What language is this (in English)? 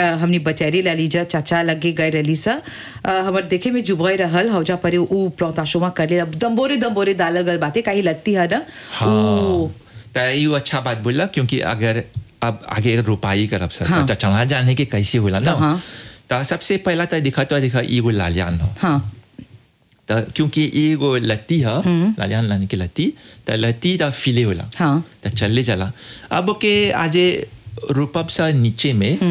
Bhojpuri